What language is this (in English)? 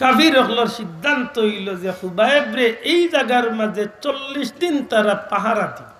Sylheti